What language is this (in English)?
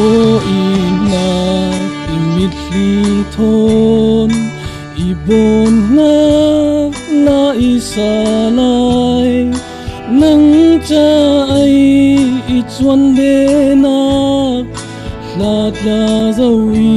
Falam Chin